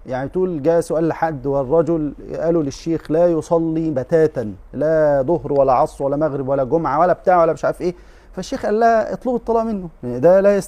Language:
Egyptian Arabic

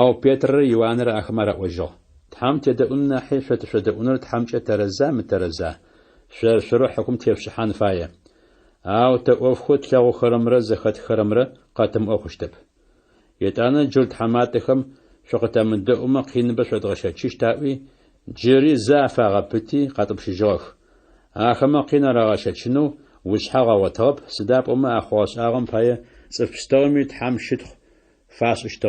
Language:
Adyghe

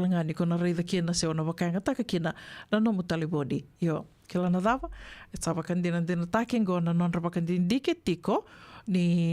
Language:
Fijian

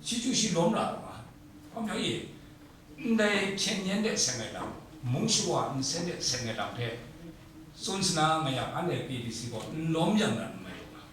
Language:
Kachin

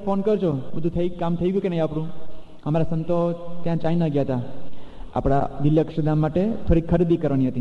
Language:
Gujarati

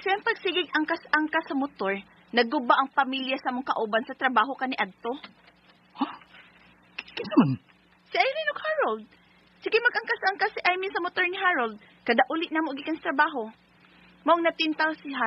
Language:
Cebuano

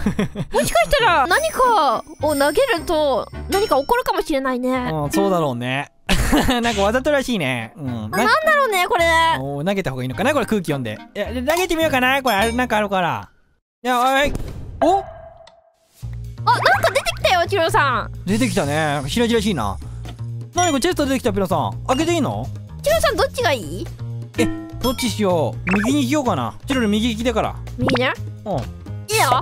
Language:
Japanese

